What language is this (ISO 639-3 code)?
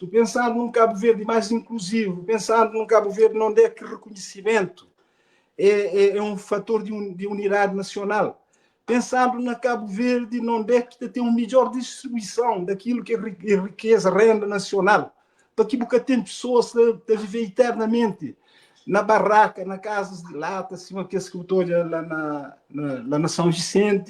kea